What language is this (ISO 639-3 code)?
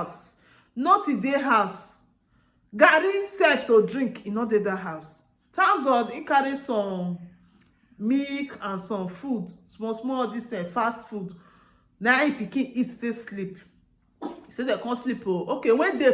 pcm